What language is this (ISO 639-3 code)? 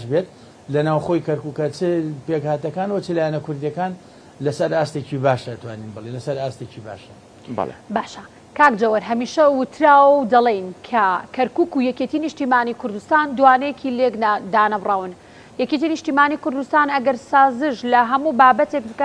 ckb